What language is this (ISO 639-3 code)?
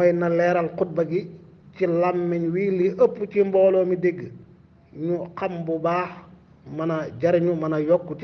wol